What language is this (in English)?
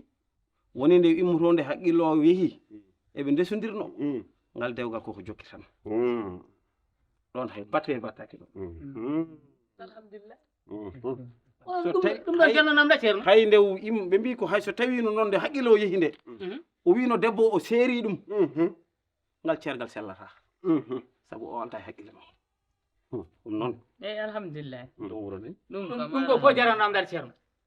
Fula